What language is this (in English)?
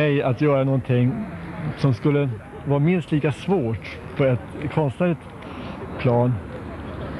Swedish